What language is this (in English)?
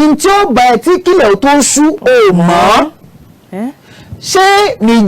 Yoruba